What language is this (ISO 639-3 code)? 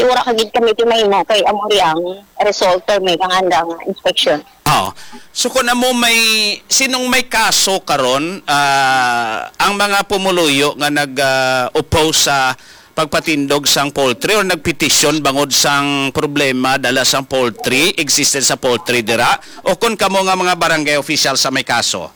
hil